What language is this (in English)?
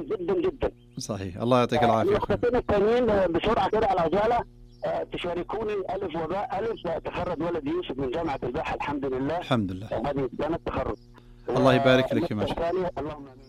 Najdi Arabic